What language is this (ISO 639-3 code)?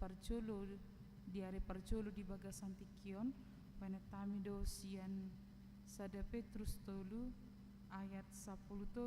bbc